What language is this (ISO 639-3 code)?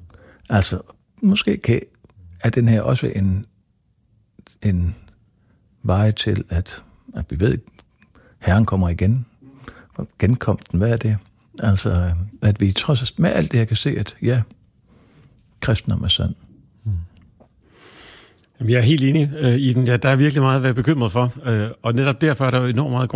dan